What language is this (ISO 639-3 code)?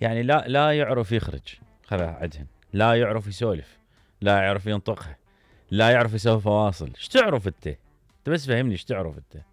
acm